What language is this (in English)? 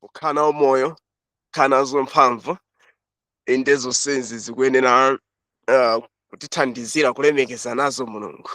Nyanja